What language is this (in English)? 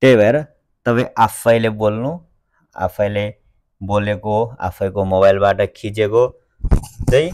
Nepali